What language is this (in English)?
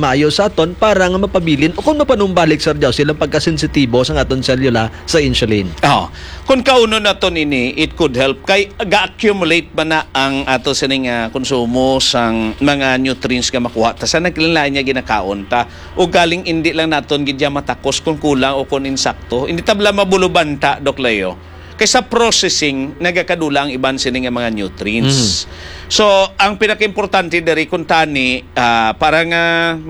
Hiligaynon